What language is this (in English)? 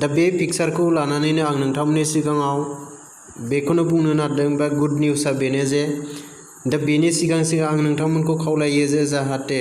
Bodo